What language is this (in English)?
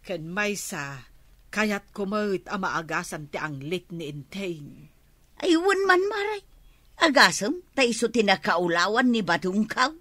Iloko